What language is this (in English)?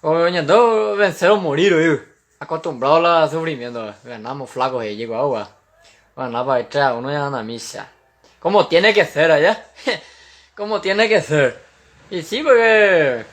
Guarani